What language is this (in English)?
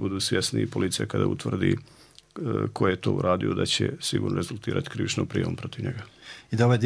Bosnian